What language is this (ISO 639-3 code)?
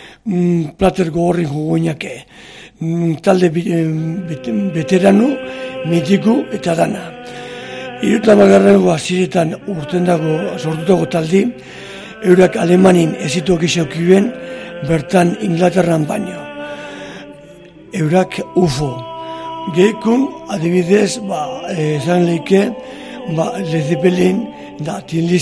eus